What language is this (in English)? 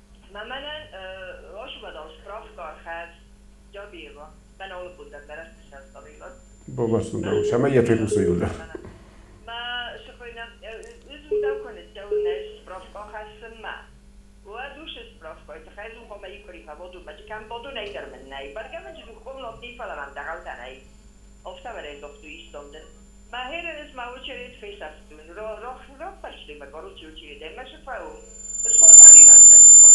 Ossetic